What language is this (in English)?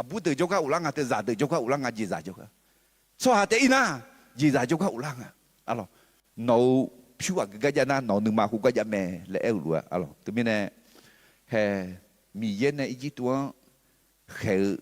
Akha